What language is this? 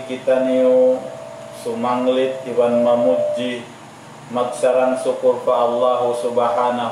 Tausug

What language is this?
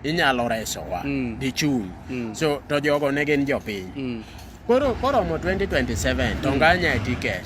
Luo (Kenya and Tanzania)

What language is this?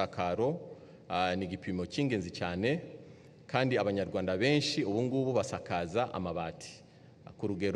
Kinyarwanda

